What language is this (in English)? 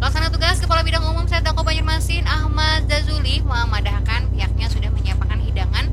Banjar